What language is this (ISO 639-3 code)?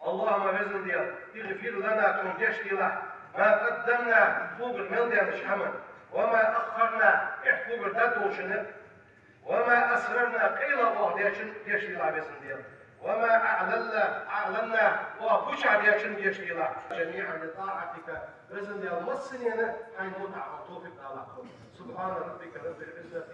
inh